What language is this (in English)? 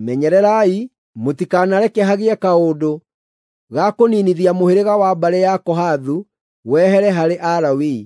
Kikuyu